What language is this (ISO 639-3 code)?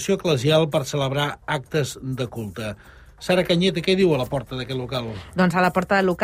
cat